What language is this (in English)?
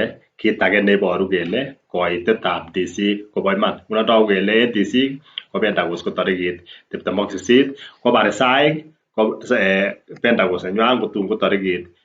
Kalenjin